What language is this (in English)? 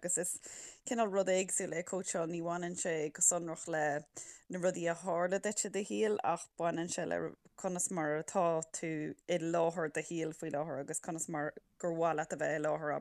Irish